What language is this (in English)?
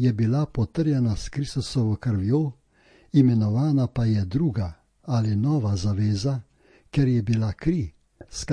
Slovenian